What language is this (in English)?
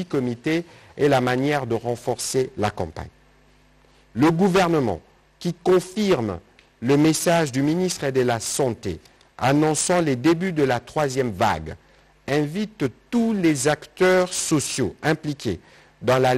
French